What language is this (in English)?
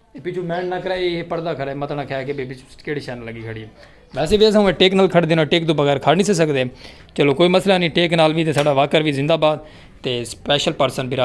Saraiki